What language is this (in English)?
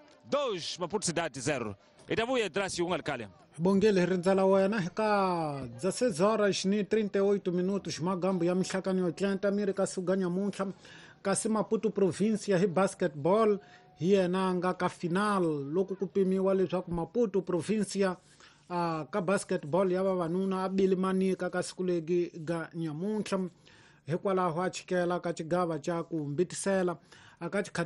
Tsonga